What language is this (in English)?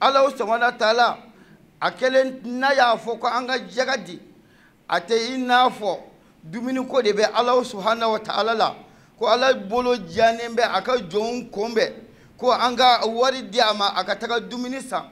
Bambara